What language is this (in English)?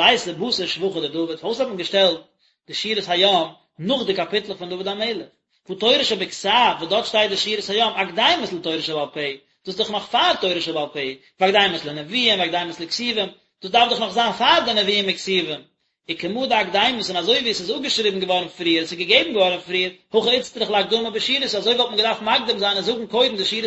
Yiddish